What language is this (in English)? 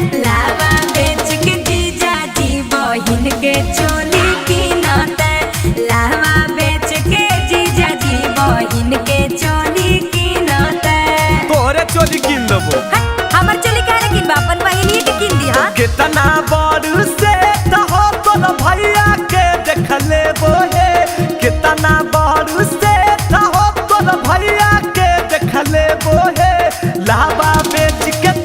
Magahi